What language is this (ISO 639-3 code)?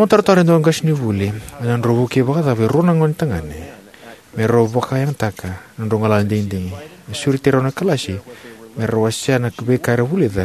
fij